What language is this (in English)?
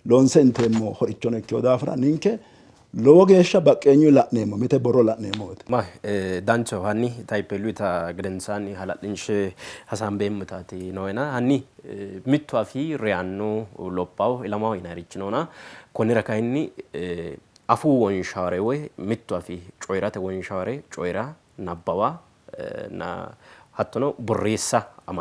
Sidamo